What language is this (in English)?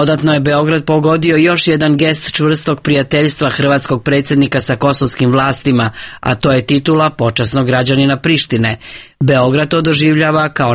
Croatian